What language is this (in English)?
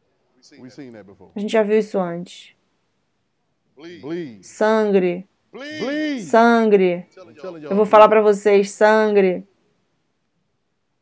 Portuguese